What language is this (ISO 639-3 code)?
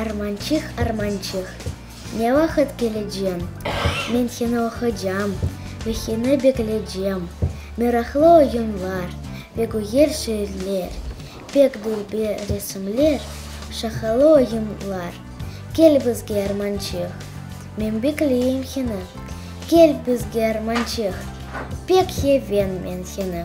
crh